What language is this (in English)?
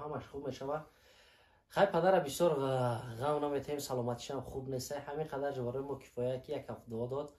Tajik